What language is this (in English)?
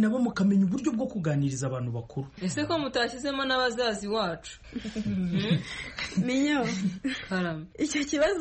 Kinyarwanda